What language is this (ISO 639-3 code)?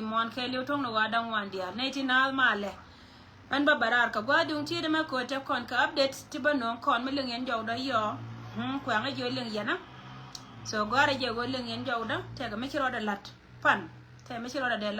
nus